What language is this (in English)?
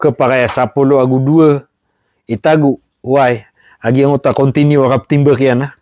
Maranao